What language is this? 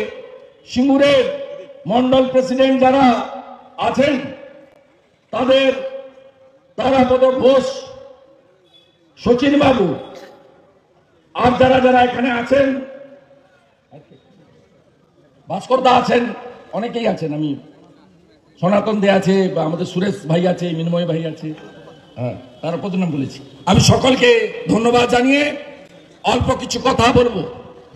Bangla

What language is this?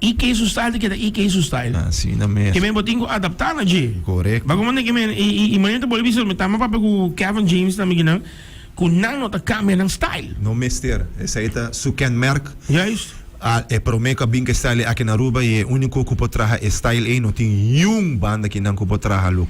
Papiamento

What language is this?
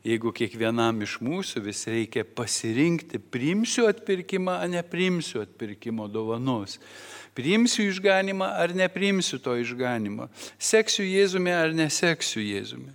Lithuanian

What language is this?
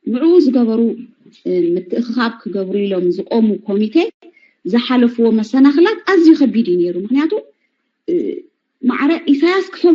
Tigrinya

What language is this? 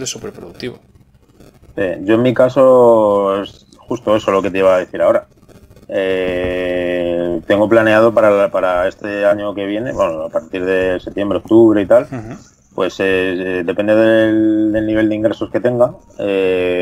Spanish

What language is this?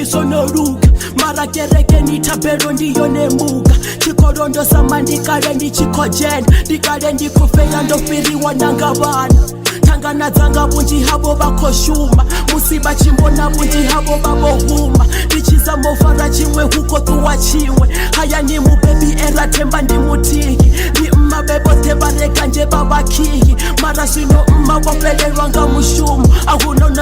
Venda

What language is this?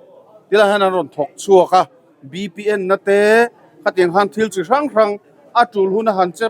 Mizo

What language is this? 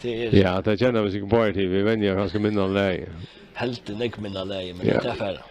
Faroese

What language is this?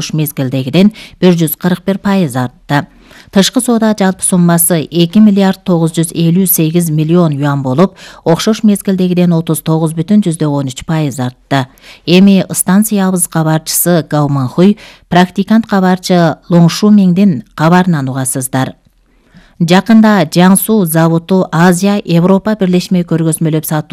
Kyrgyz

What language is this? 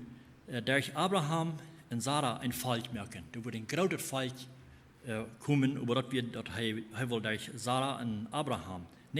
Plautdietsch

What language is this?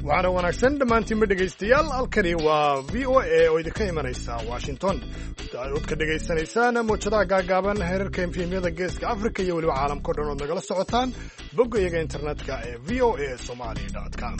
Somali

